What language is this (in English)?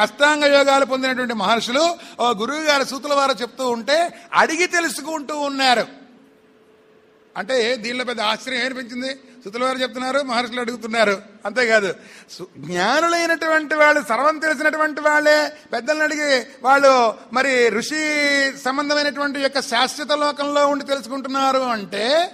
Telugu